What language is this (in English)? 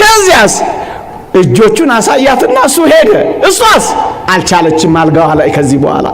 Amharic